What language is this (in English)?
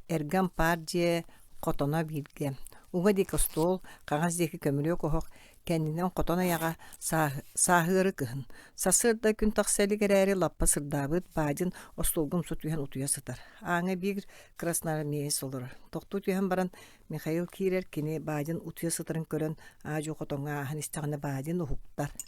Yakut